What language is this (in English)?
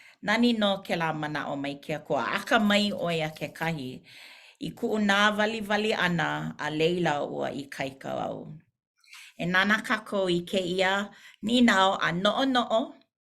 Hawaiian